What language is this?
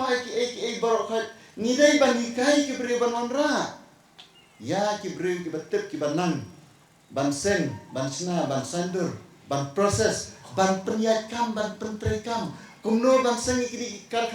Khasi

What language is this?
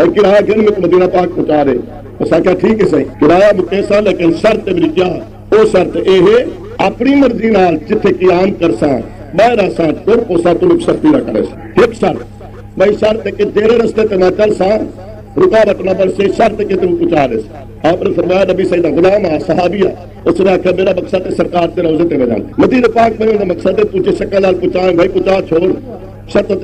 Saraiki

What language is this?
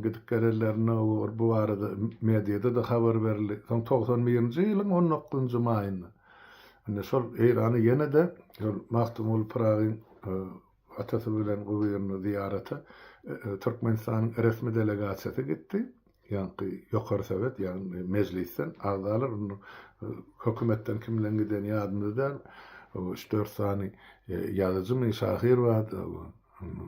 Turkmen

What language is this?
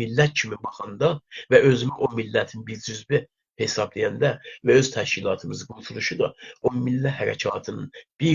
South Azerbaijani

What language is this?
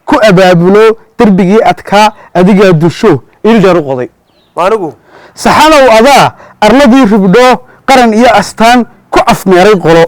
Somali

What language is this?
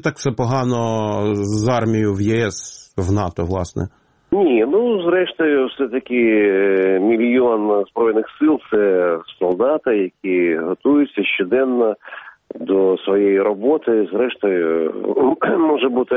Ukrainian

